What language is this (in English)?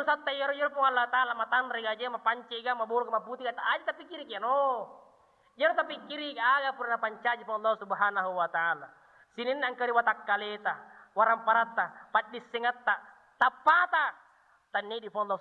Buginese